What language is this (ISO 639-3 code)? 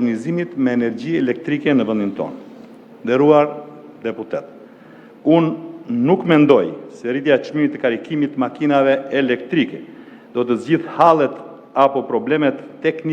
sqi